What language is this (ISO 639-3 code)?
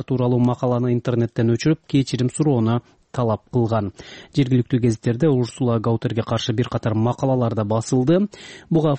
kir